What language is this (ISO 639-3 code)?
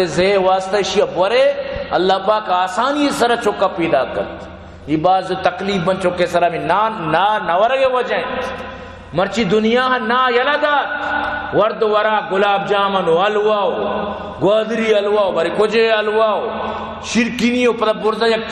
bgp